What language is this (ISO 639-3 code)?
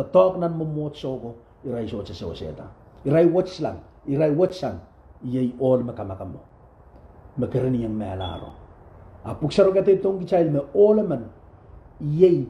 pon